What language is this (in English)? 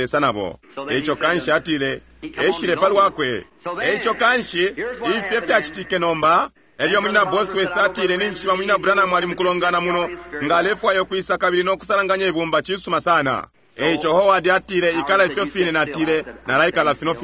Bemba